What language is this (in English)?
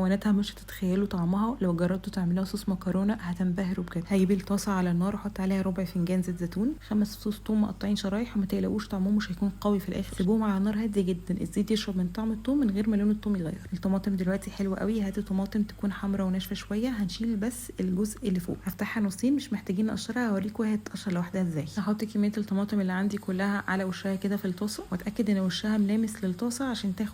Egyptian Arabic